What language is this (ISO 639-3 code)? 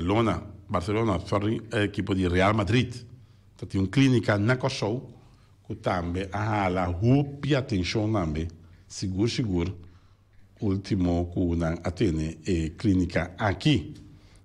pap